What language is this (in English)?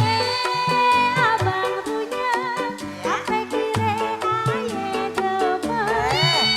Betawi